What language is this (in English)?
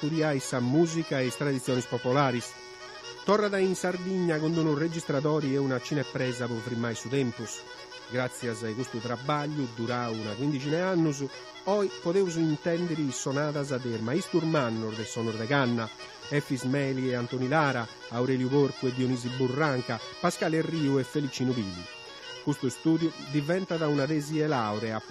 Sardinian